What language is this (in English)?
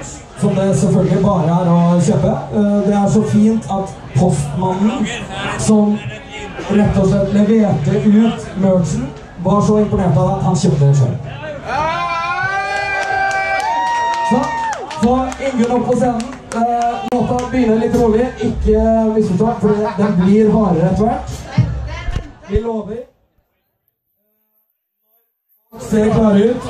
Norwegian